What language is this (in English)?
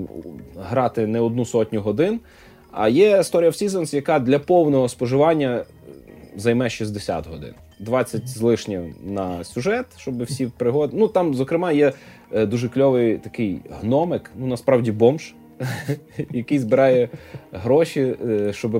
Ukrainian